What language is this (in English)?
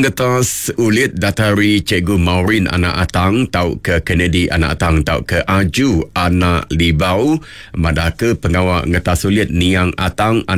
Iban